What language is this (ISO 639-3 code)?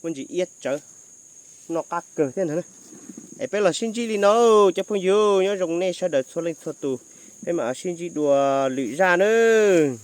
hmn